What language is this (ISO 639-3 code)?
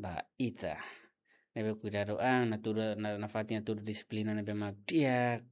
tet